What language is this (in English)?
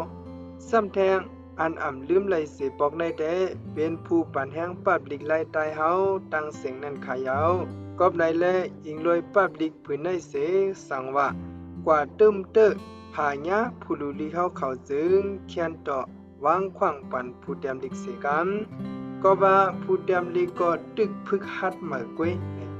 Shan